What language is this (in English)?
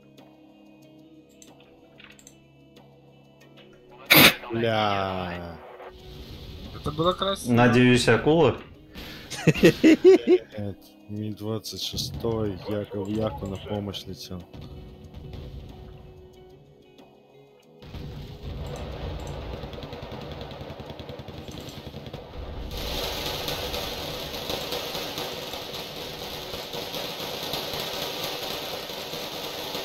Russian